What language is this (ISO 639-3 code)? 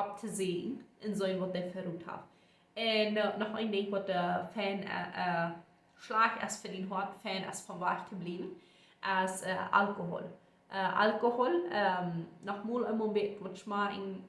pdt